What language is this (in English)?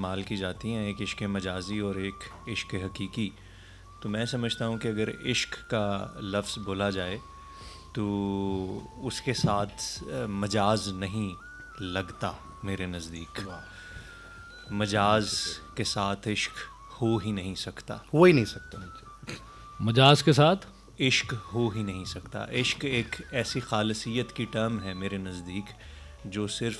Urdu